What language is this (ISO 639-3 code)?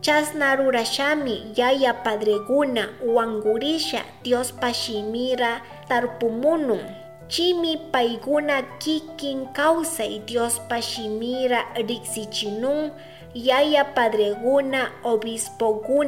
qug